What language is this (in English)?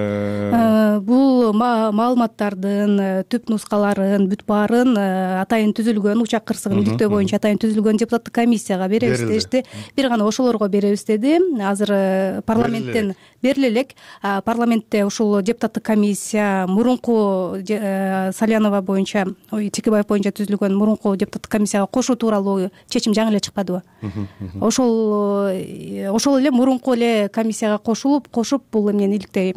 Kyrgyz